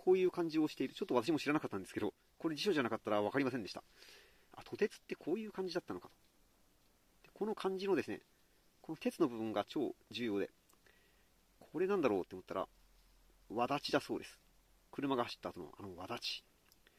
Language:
Japanese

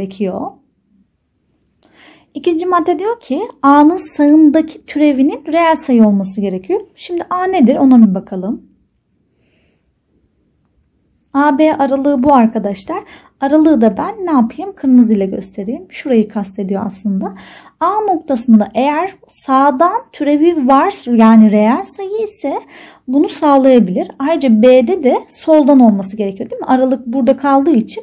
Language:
Turkish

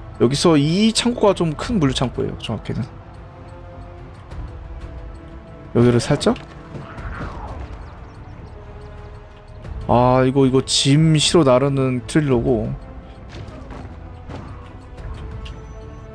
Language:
Korean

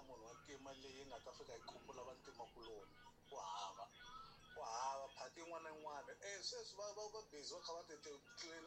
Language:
Tsonga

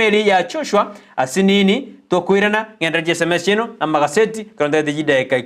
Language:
Gusii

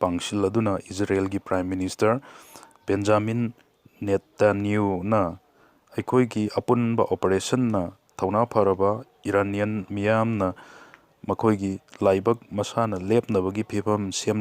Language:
Manipuri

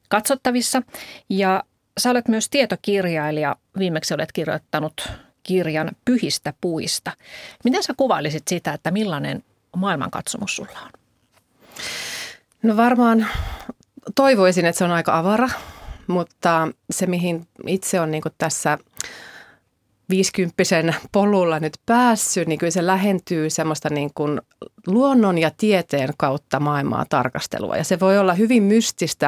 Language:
Finnish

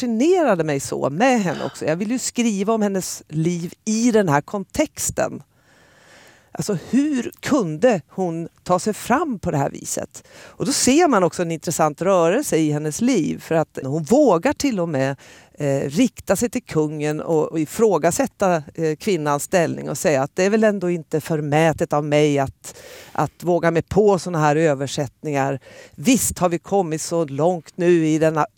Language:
Swedish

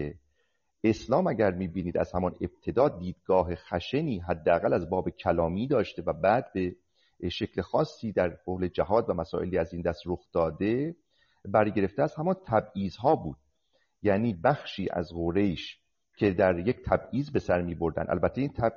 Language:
Persian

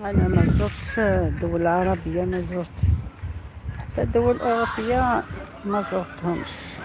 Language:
Algerian Arabic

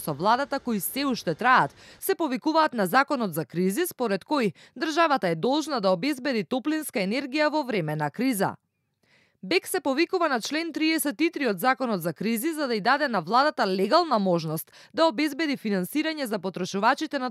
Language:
Macedonian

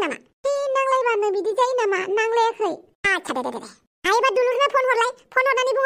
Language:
Bodo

